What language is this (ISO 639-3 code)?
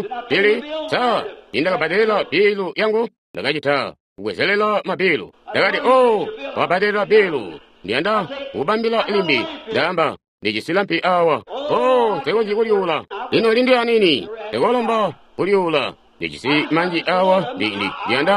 toi